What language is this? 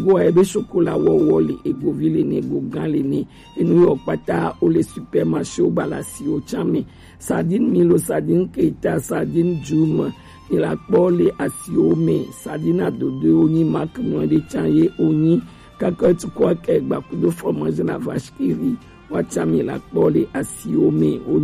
Gen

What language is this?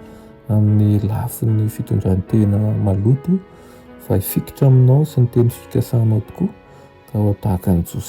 Malagasy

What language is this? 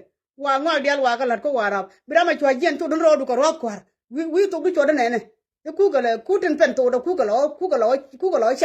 Nuer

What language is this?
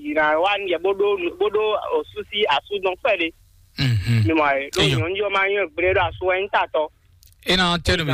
Fon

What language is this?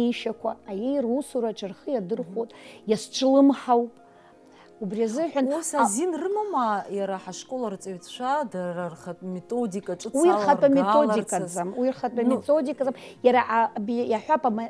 Abkhazian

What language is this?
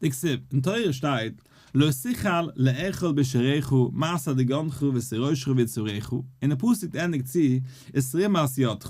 Yiddish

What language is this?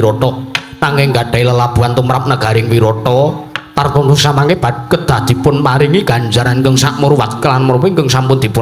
Javanese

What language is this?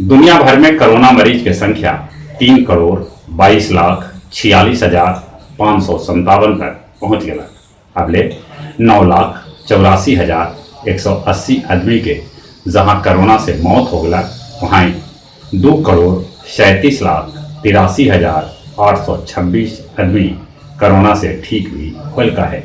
Magahi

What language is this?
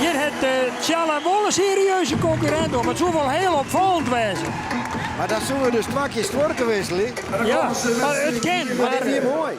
Western Frisian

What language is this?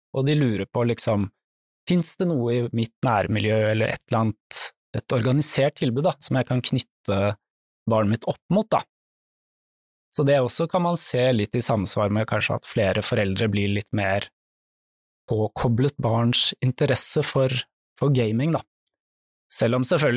Norwegian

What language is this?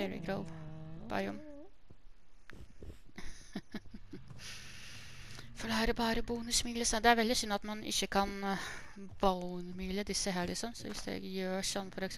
Norwegian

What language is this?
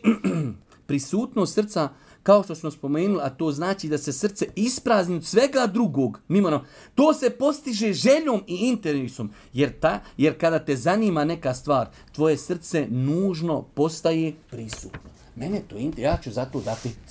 Bosnian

